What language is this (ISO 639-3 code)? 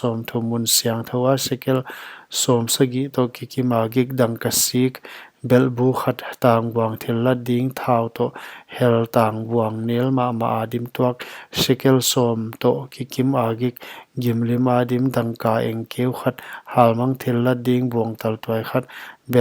pck